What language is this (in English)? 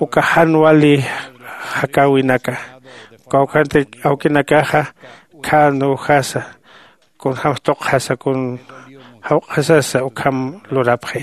Aymara